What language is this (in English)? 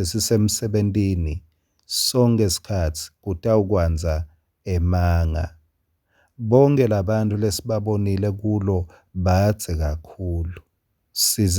Swati